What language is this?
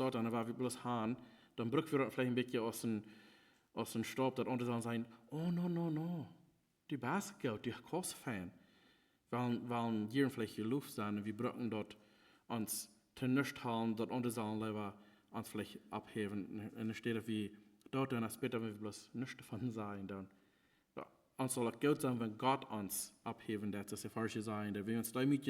Plautdietsch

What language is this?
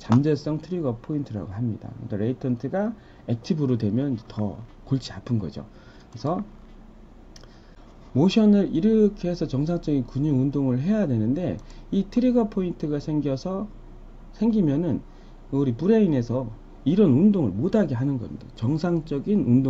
Korean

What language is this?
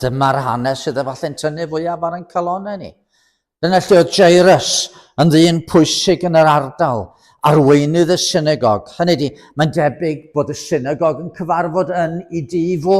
Welsh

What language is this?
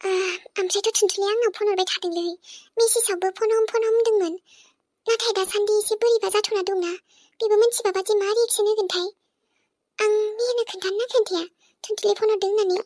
Bodo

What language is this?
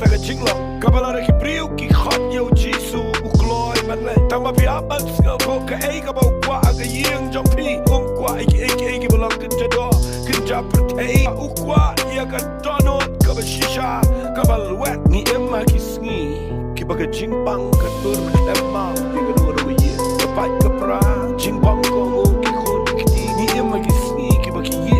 Khasi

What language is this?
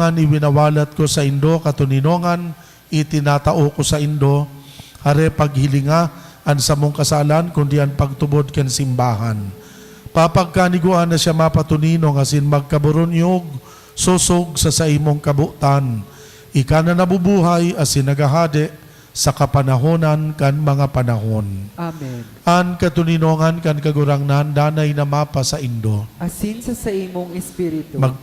Bikol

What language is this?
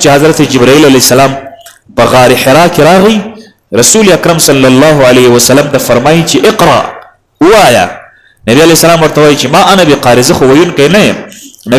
Pashto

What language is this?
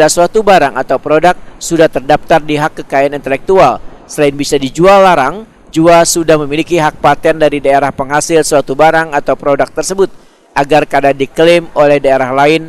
Banjar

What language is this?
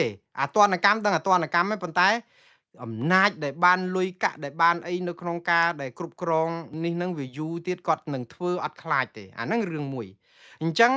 Khmer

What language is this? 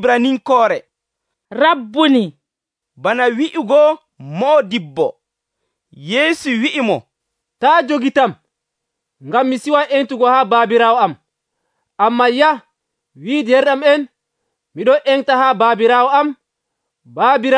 Nigerian Fulfulde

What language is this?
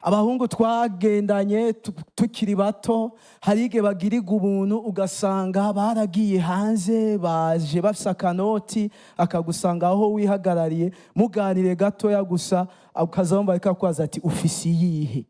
Rundi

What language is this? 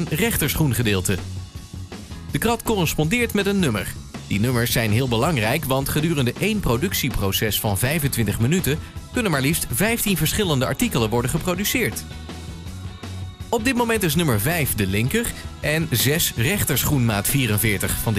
Dutch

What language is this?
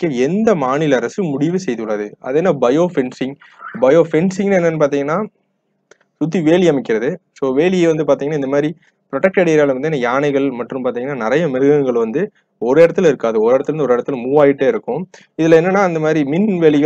Tamil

